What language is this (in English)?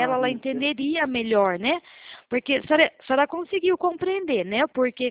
Portuguese